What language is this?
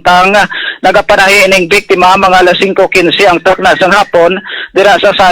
Hiligaynon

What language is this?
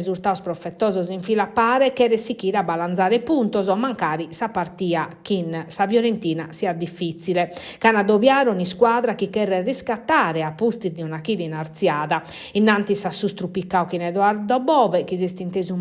Sardinian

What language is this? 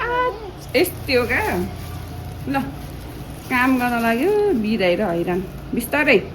Nepali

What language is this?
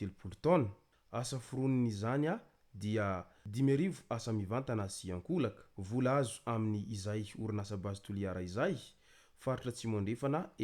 Malagasy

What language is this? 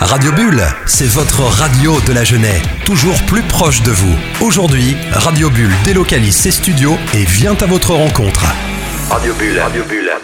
French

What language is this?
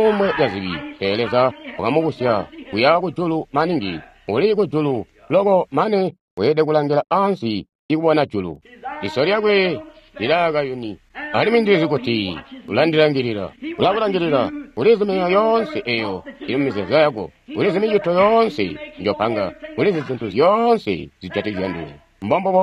Tonga (Zambia)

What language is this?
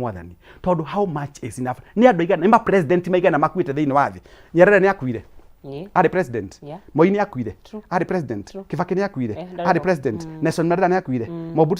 Kikuyu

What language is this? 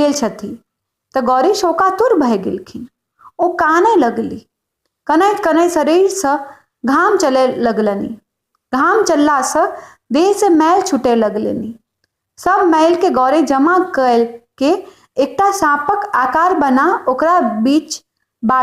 Maithili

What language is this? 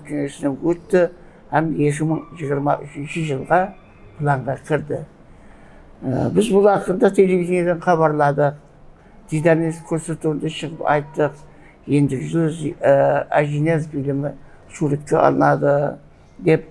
Kara-Kalpak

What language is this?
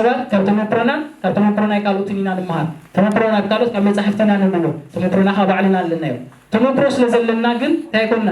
Tigrinya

